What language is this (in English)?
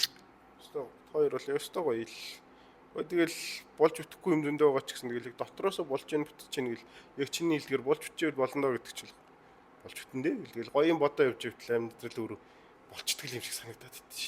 Mongolian